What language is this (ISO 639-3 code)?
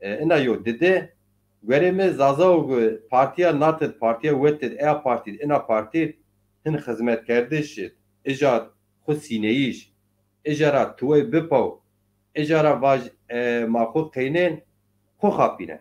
zza